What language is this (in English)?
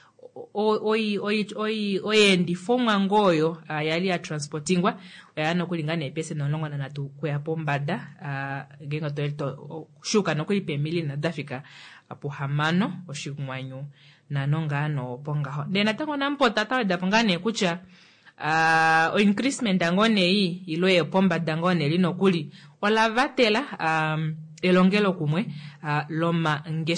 Kuanyama